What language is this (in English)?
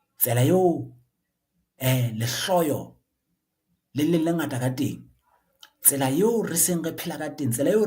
Southern Sotho